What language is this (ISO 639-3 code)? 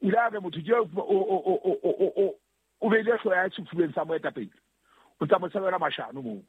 sot